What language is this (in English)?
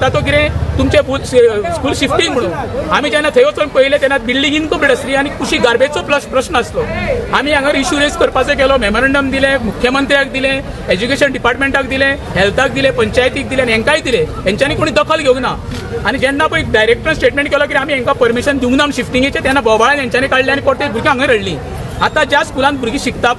Konkani